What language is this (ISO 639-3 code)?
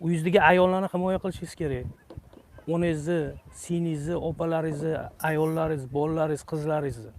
uzb